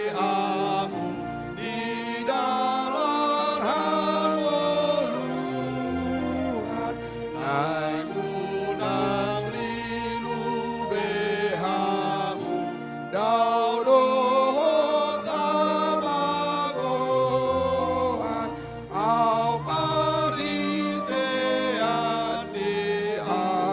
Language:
Batak Toba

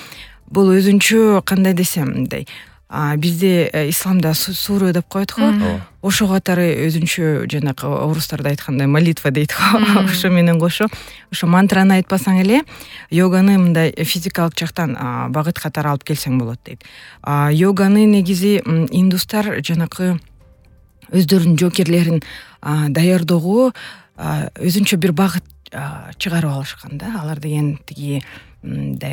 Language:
Kyrgyz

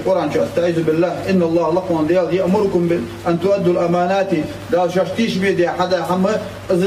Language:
Ingush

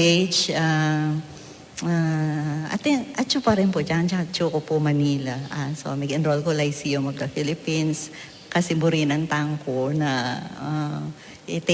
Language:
Pampanga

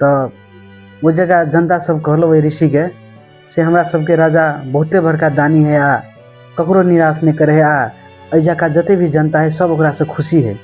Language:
Maithili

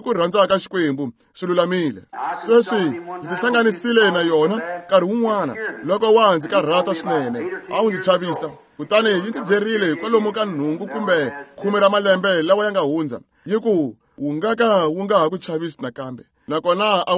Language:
Tsonga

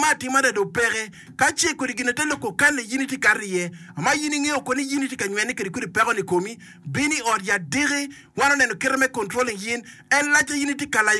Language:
Acoli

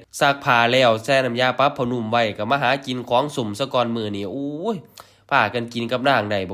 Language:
Northeastern Thai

